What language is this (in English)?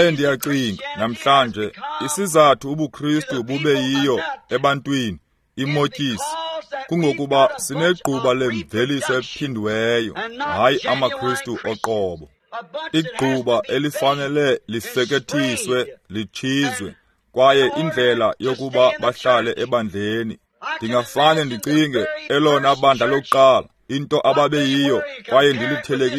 Xhosa